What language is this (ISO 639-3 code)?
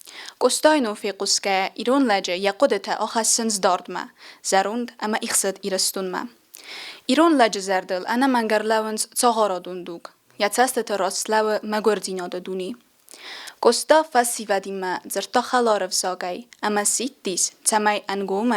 oss